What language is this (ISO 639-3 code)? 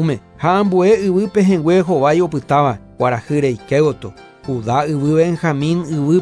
grn